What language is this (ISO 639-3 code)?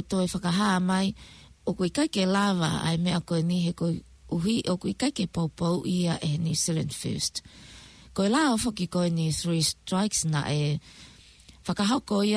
ton